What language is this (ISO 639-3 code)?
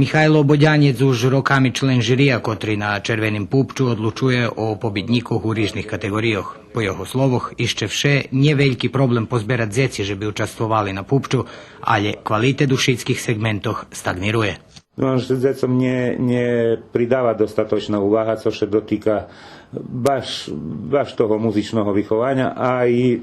rue